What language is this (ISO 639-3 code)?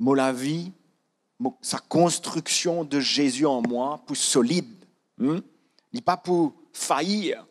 mfe